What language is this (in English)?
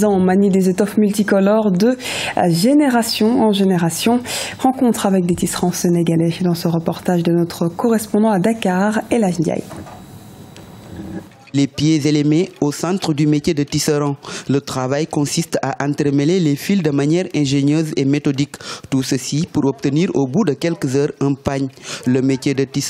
French